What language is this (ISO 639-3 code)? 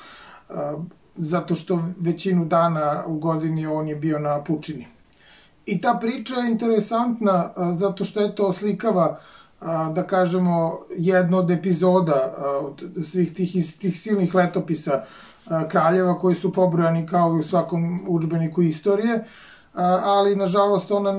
srp